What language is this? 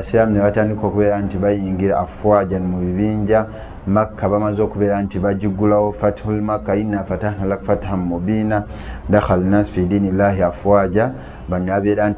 Ganda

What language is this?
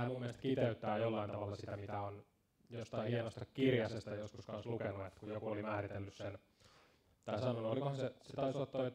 Finnish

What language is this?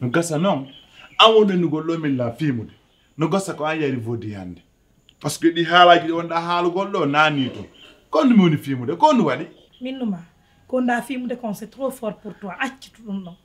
Pular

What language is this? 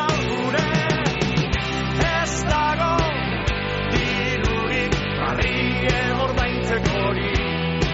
Basque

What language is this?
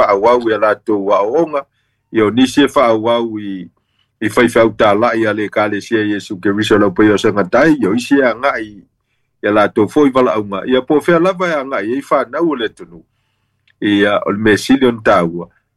Samoan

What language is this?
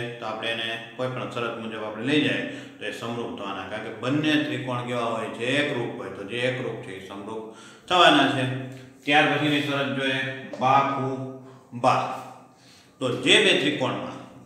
Gujarati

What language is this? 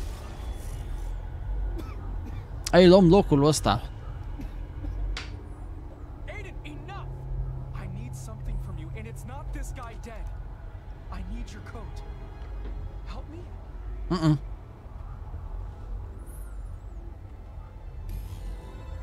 Romanian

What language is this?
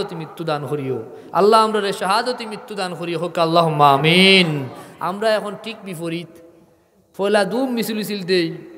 Sylheti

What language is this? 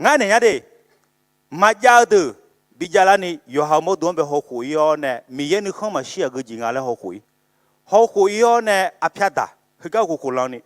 Akha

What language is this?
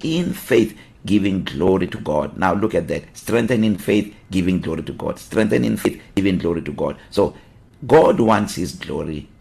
English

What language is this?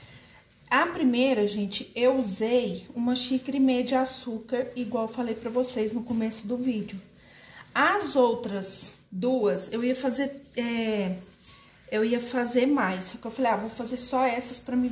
Portuguese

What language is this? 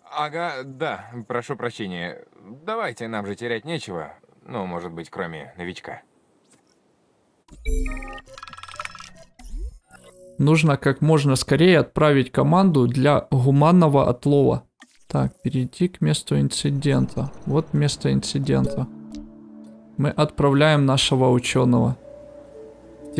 Russian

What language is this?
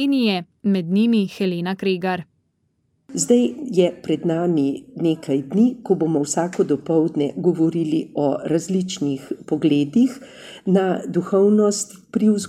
Slovenian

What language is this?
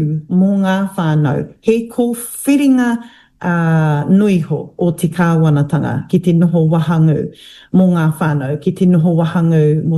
Māori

